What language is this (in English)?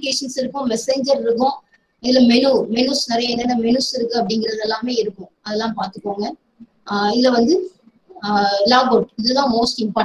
Tamil